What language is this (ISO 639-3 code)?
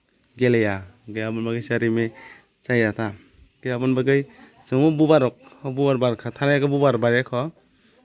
trp